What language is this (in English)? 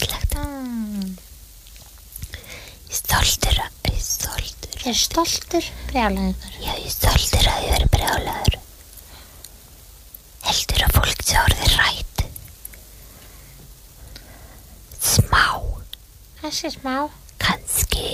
Icelandic